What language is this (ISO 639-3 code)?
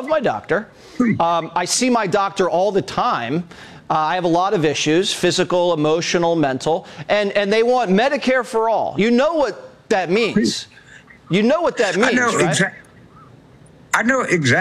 eng